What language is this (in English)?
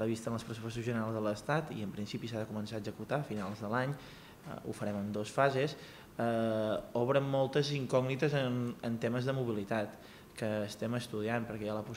Catalan